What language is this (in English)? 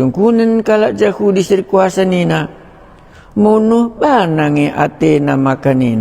Batak Karo